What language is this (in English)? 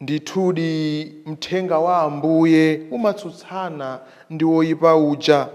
Nyanja